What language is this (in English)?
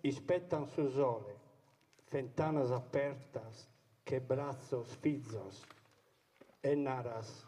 Sardinian